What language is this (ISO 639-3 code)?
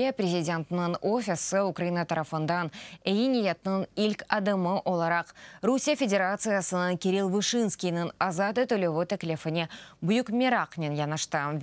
crh